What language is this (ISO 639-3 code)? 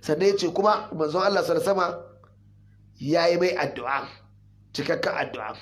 hau